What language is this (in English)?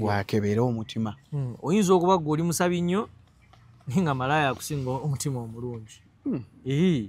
Ganda